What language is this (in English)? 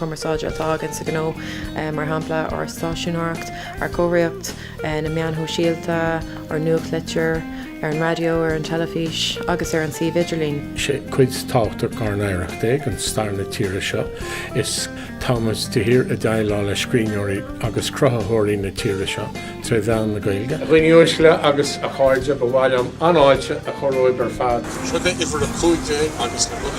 Irish